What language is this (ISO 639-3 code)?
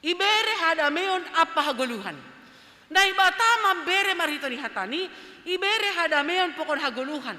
bts